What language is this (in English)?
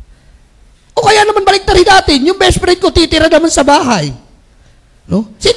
Filipino